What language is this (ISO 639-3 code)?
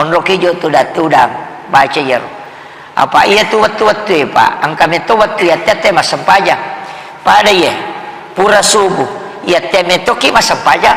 bug